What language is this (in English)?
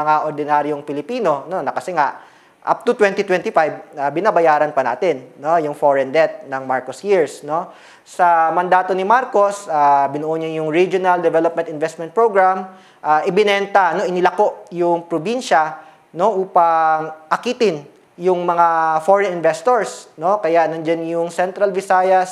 Filipino